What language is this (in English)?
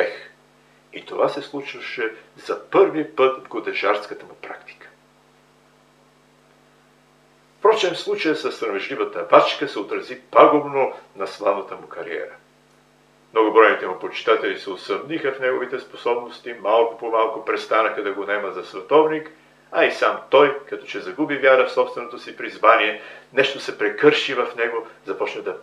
Bulgarian